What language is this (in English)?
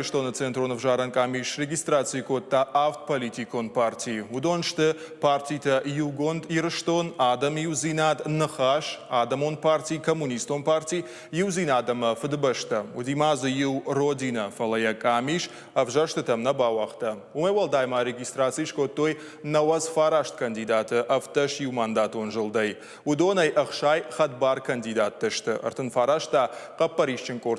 Ossetic